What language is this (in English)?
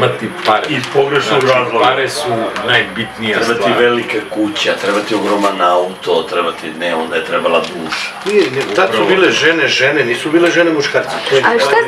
Serbian